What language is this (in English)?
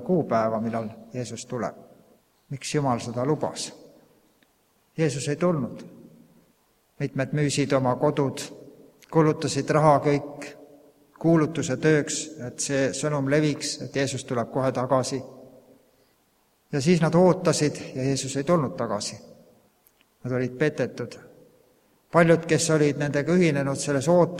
Estonian